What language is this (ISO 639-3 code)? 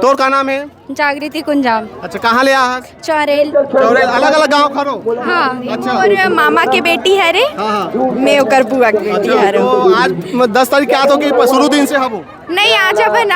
hne